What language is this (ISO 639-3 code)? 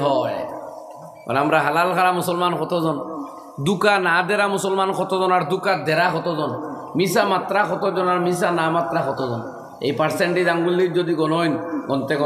syl